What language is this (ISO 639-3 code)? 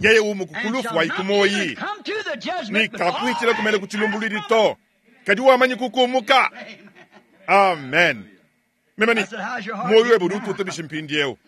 lua